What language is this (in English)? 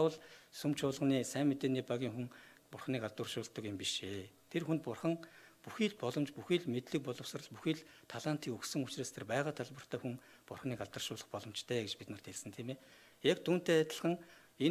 Mongolian